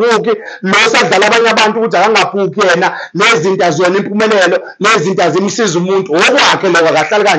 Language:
Zulu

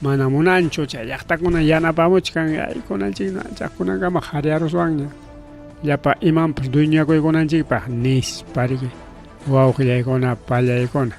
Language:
Ayacucho Quechua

